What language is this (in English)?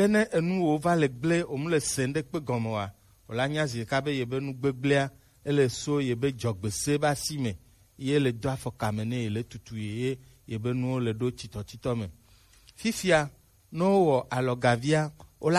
Gen